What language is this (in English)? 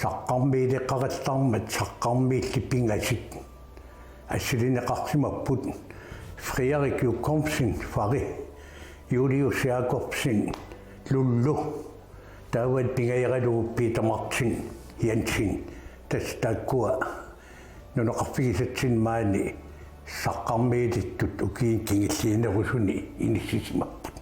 Kalaallisut